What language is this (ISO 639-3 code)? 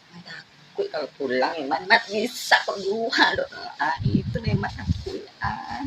min